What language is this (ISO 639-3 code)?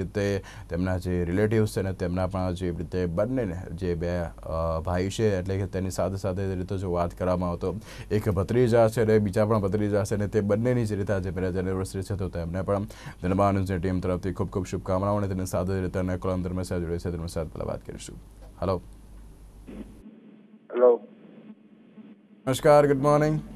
guj